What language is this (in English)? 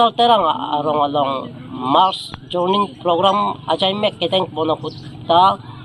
Karbi